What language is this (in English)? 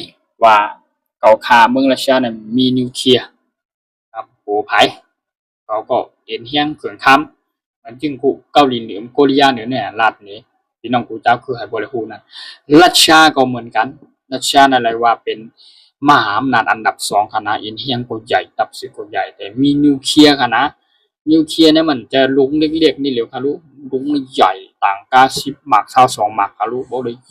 Shan